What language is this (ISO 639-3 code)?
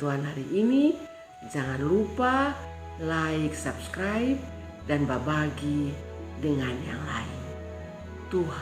mkn